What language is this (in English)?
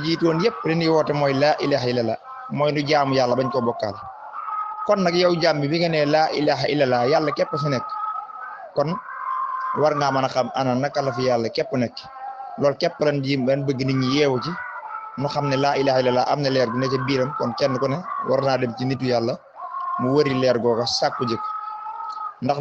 Wolof